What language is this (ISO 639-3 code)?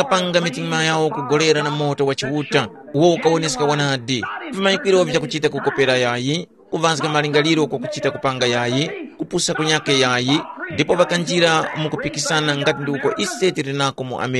tum